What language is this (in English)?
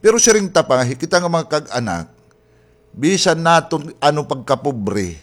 Waray